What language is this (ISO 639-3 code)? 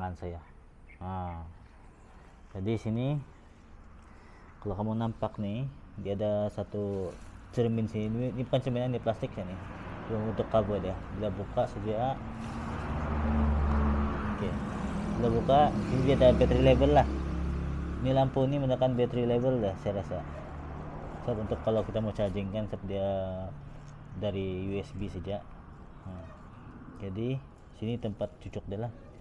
msa